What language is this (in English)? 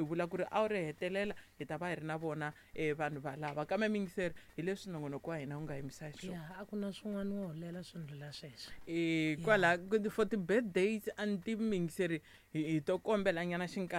Tsonga